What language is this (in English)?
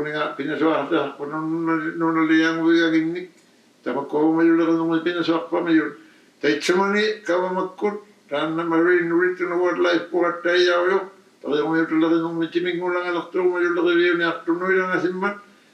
Inuktitut